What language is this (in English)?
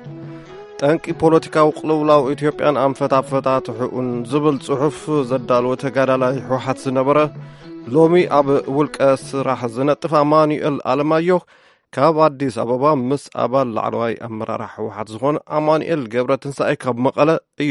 Tigrinya